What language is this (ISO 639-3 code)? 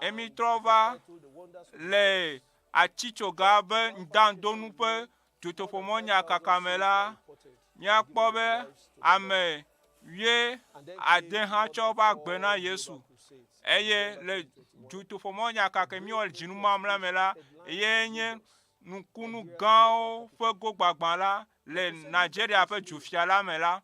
ewe